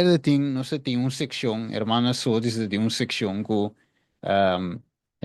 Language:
Papiamento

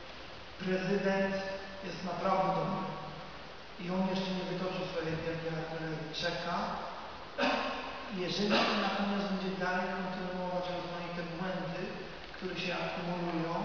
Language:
Polish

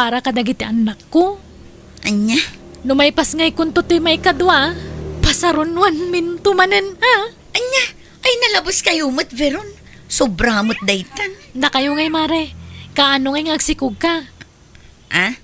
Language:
Iloko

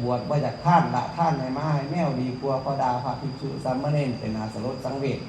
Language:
Northeastern Thai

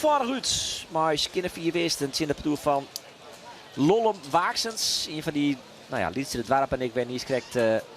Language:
Western Frisian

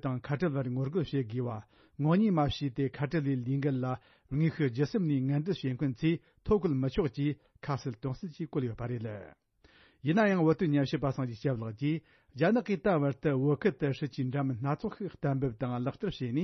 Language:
Tibetan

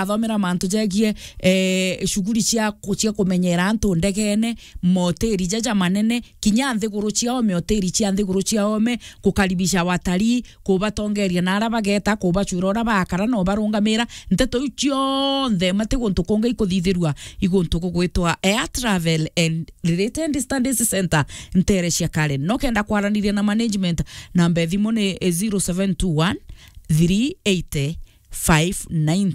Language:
Meru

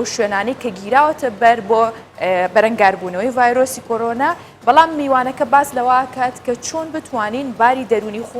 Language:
Central Kurdish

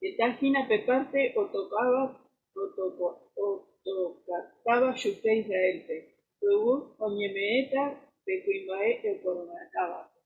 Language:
Guarani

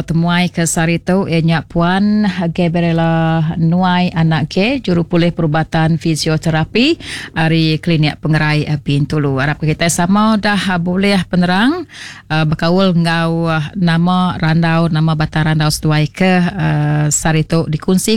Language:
Iban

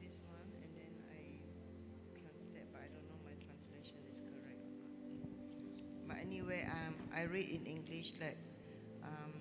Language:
Iban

